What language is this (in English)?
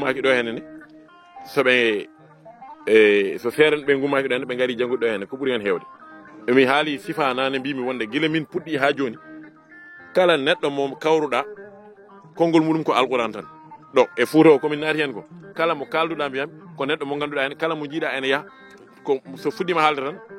Fula